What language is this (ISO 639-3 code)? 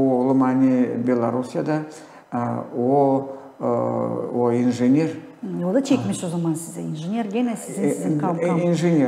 gag